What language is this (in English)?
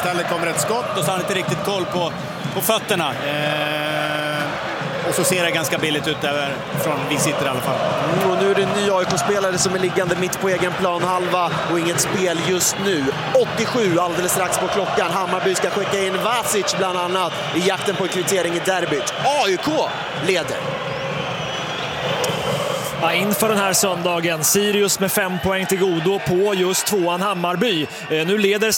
Swedish